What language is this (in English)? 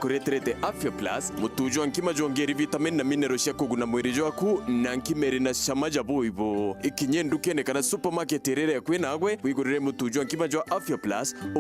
Meru